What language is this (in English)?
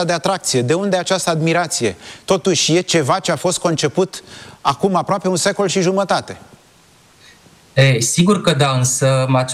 Romanian